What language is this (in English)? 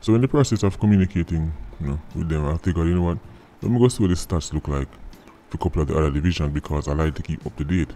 Jamaican Creole English